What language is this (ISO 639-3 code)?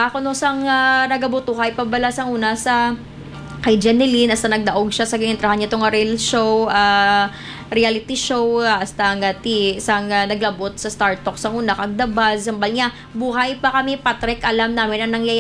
hil